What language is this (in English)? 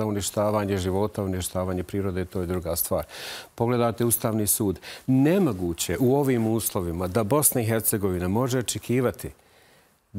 Bosnian